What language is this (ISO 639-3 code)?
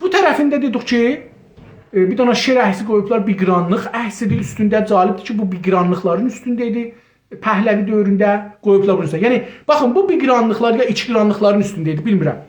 azb